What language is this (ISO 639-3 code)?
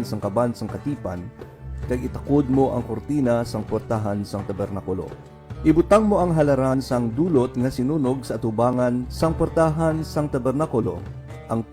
hil